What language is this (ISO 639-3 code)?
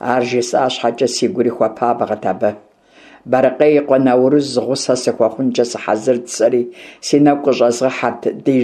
kbd